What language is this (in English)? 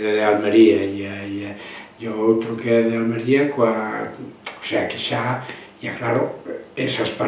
Galician